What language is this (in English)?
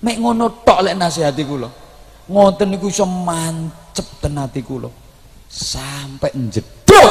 Javanese